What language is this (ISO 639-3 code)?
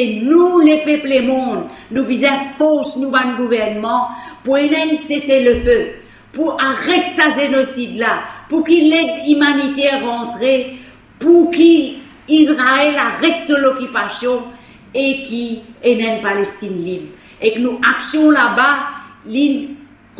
mfe